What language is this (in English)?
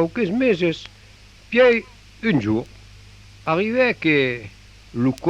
Occitan